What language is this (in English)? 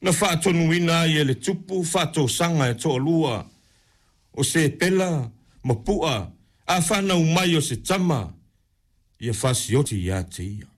Samoan